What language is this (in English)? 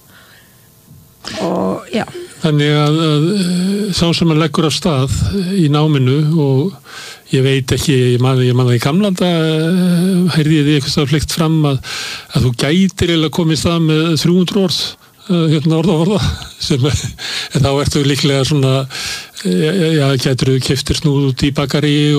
Icelandic